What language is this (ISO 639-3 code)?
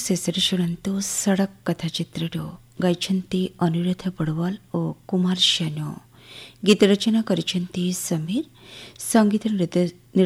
ori